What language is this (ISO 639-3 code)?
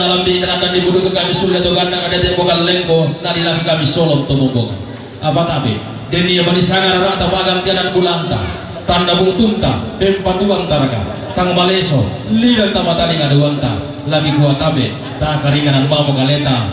sda